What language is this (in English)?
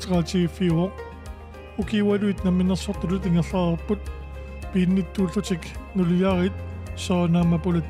Kalaallisut